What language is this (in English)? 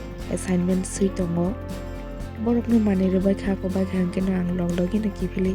Kok Borok